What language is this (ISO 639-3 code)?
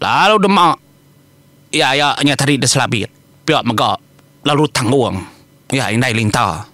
iba